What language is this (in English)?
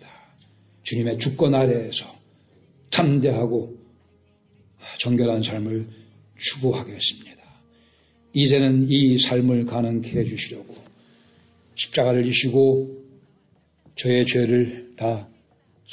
Korean